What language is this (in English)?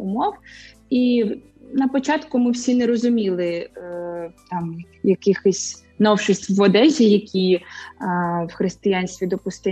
Ukrainian